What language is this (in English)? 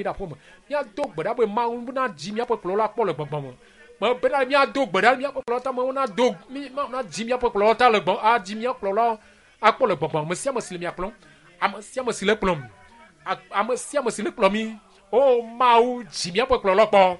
Ewe